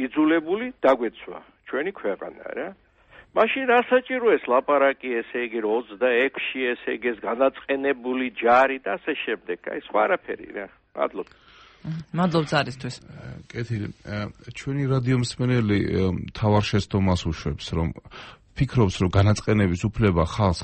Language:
Georgian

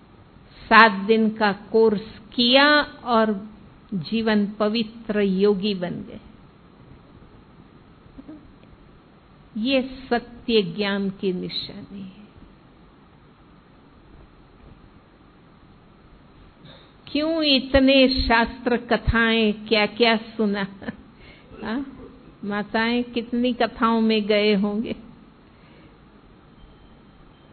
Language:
Hindi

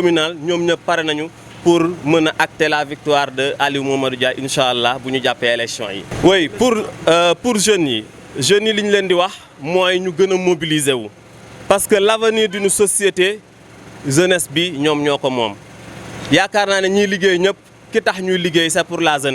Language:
Wolof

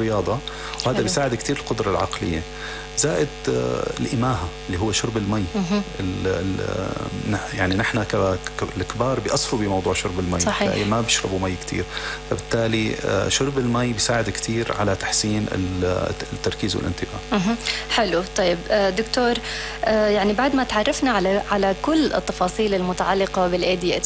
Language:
North Levantine Arabic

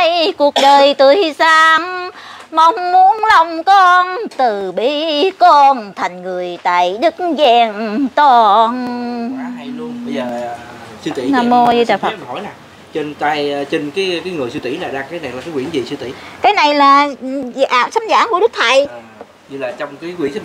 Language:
Vietnamese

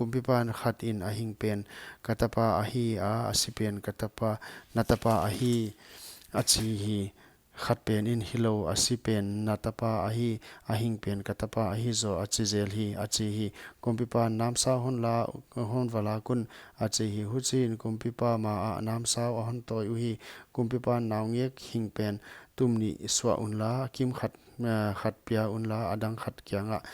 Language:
Paite Chin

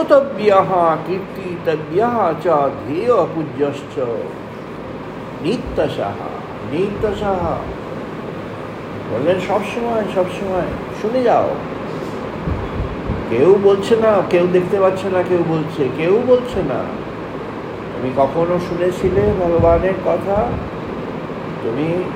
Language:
Bangla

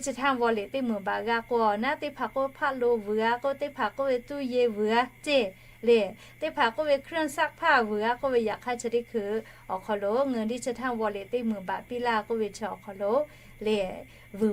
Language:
Lahu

